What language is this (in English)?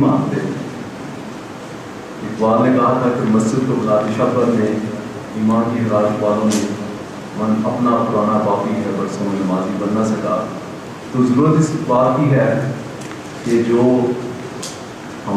Urdu